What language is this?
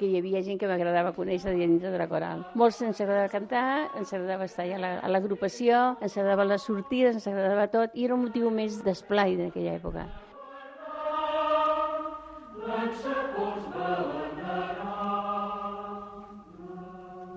Catalan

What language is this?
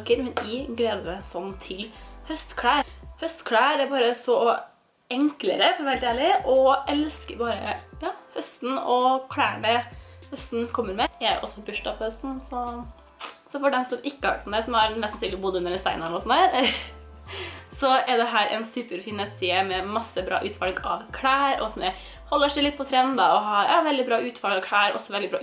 Norwegian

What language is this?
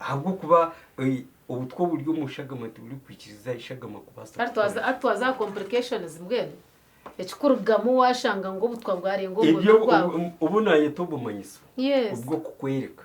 Nyankole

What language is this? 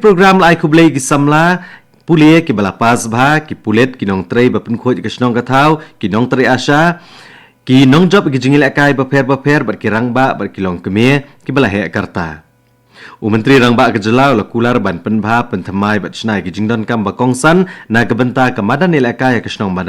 Khasi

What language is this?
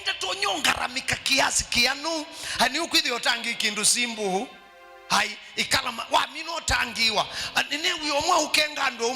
Kamba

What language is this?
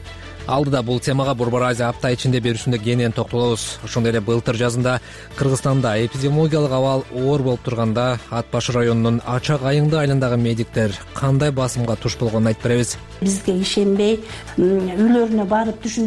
Kyrgyz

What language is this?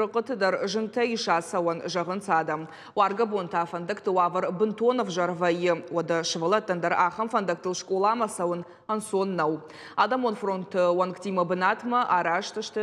Ossetic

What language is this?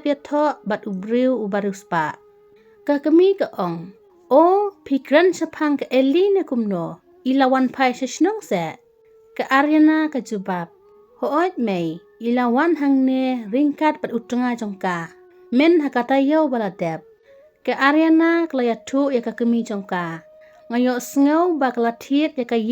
Khasi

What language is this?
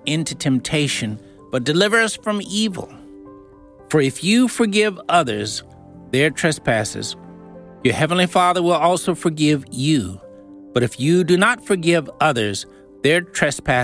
English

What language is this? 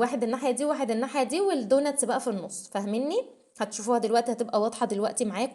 Egyptian Arabic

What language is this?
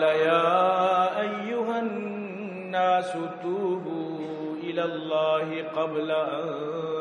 Eastern Balochi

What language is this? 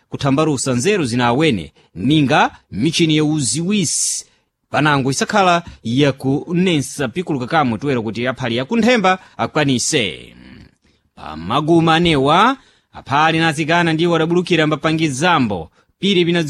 Sena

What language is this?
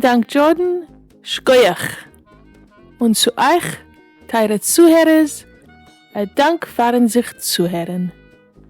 Yiddish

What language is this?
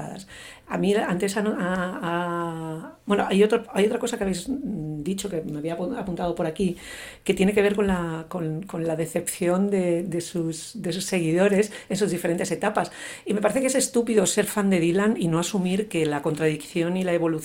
Spanish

